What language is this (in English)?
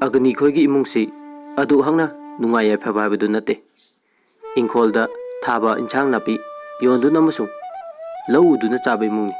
Manipuri